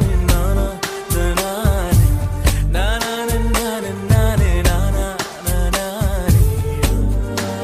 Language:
Tamil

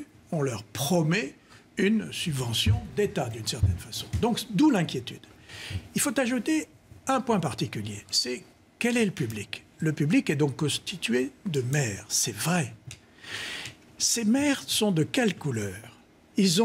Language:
French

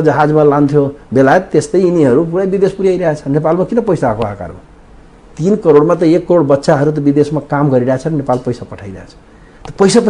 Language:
Nepali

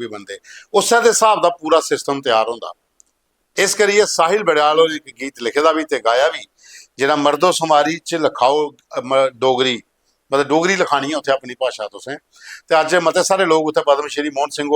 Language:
Dogri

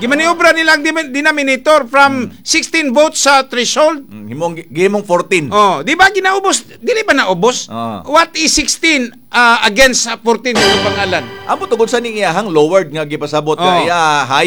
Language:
Cebuano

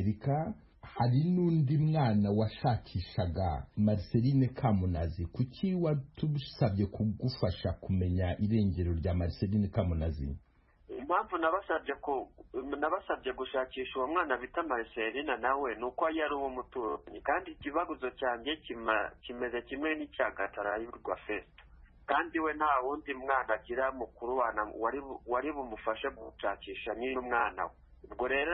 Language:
Kinyarwanda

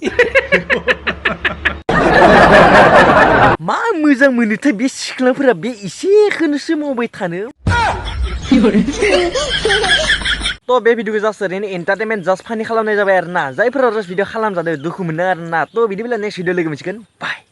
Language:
Bodo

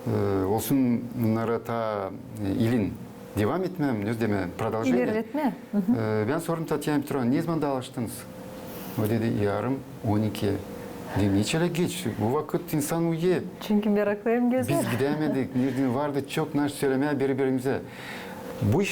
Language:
Gagauz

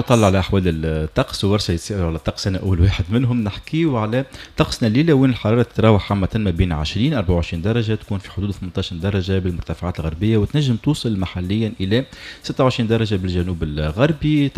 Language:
Tunisian Arabic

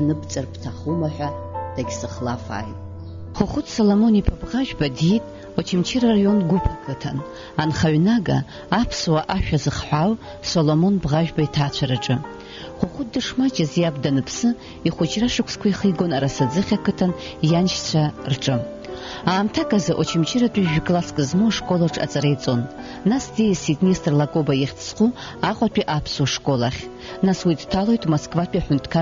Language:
Abkhazian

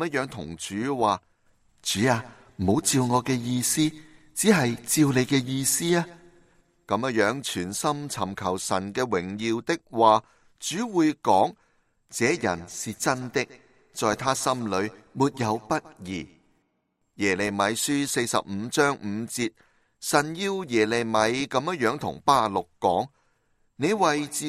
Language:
Cantonese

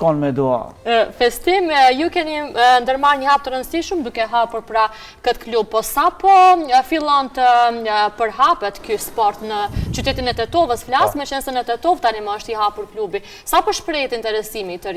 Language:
Albanian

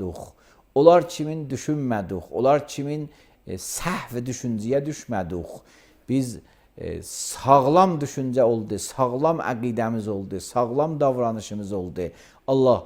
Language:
Azerbaijani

